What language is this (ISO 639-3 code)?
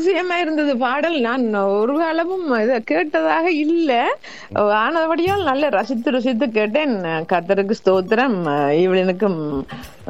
tam